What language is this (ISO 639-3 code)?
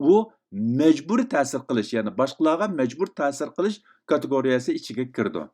uig